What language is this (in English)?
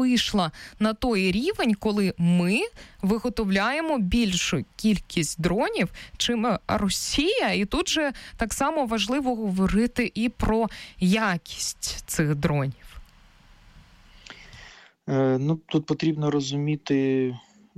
Ukrainian